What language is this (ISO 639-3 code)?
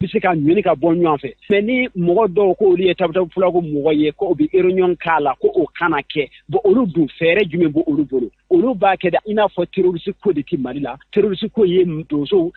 bam